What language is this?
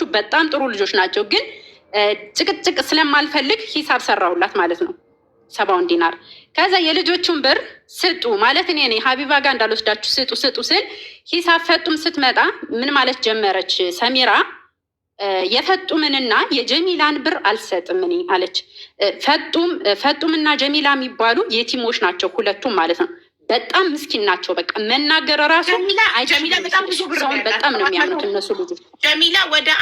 Amharic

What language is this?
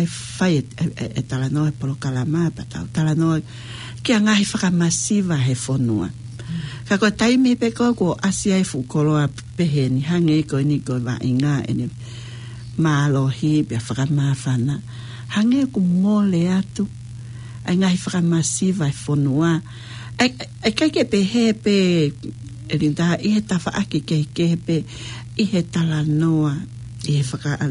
Tongan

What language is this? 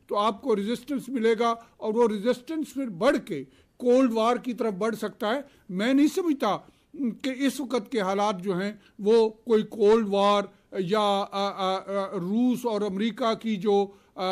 Urdu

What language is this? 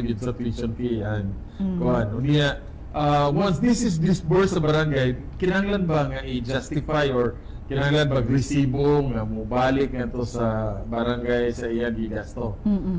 Cebuano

